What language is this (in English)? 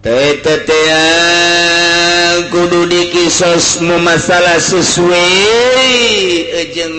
Sundanese